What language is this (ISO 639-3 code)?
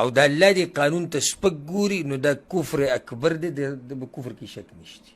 pus